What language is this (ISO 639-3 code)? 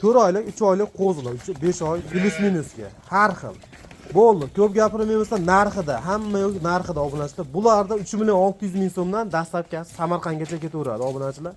uzb